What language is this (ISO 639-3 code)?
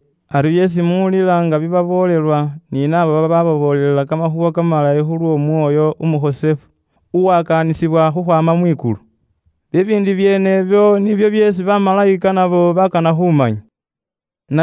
luy